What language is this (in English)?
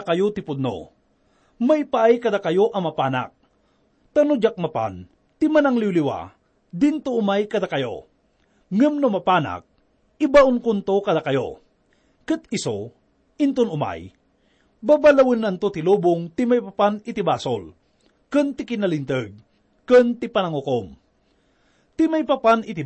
Iloko